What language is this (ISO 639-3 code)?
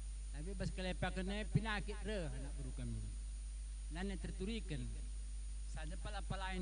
btx